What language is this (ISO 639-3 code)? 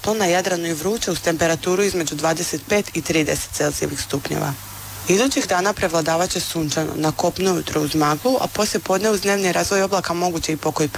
hrv